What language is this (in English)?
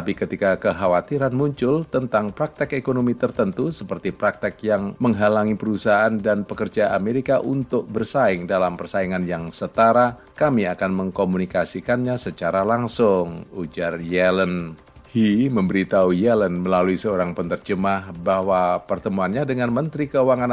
Indonesian